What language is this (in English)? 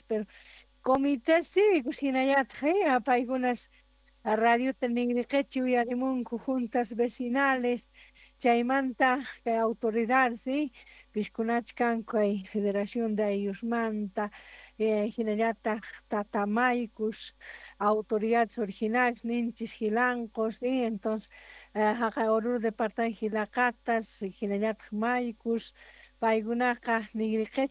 Quechua